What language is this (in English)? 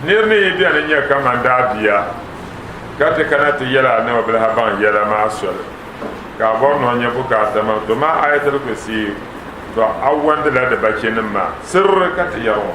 Dagbani